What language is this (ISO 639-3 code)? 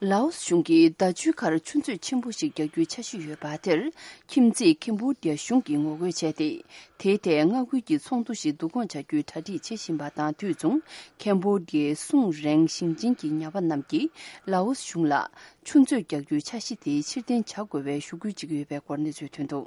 bod